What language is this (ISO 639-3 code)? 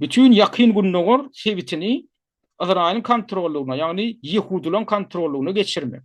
tuk